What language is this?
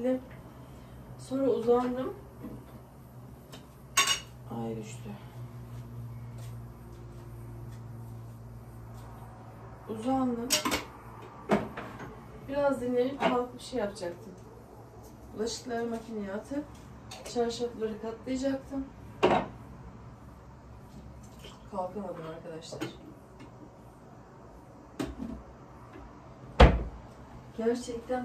Turkish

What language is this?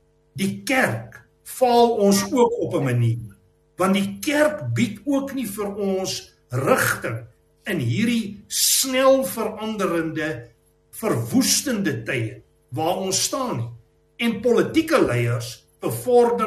Afrikaans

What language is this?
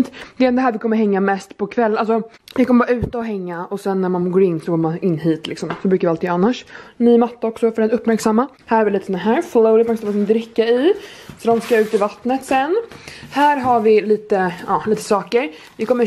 Swedish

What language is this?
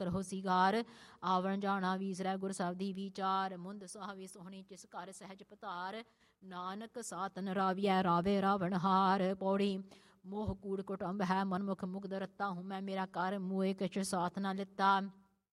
Punjabi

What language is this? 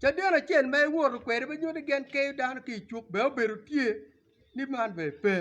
Acoli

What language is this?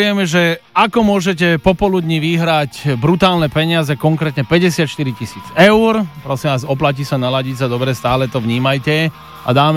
Slovak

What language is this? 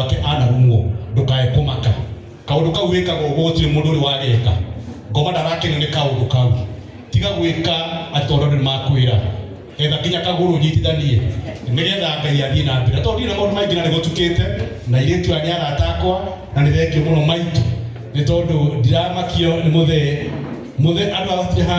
Kikuyu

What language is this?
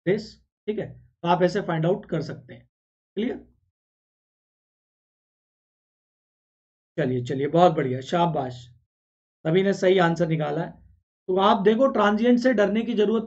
Hindi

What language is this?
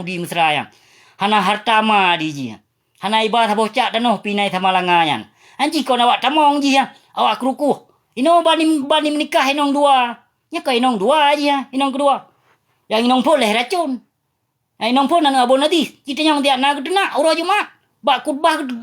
Achinese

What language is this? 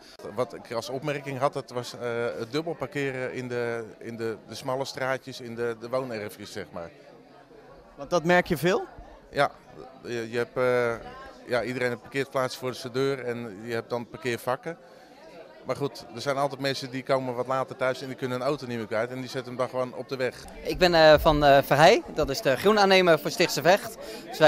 Dutch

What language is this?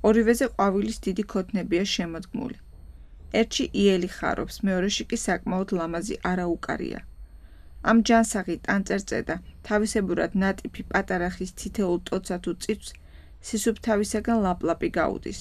Georgian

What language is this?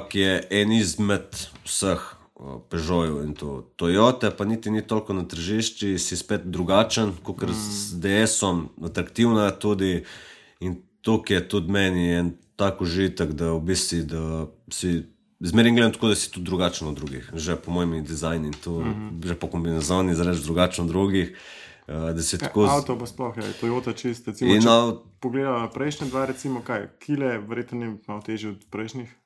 Slovenian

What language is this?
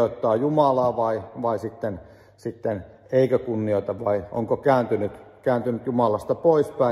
Finnish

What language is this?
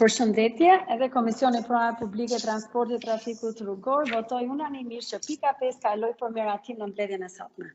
Albanian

